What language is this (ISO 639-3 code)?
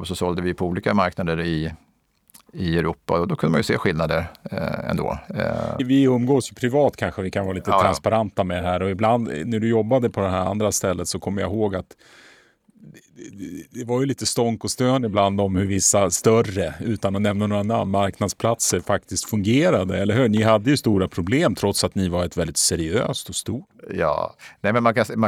swe